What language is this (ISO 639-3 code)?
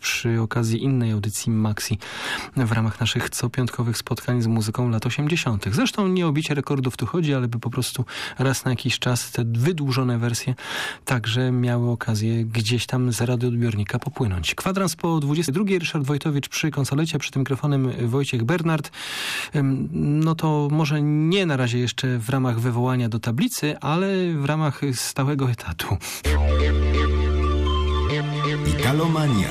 pol